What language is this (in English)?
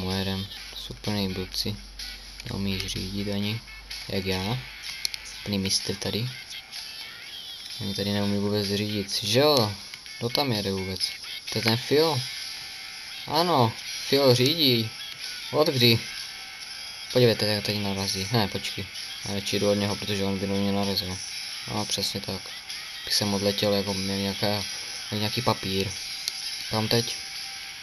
Czech